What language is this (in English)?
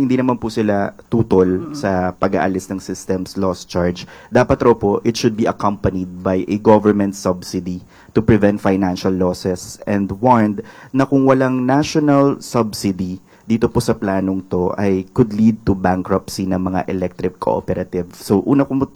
Filipino